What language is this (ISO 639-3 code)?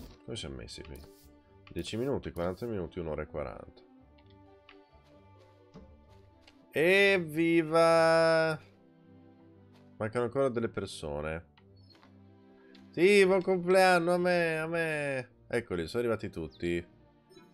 ita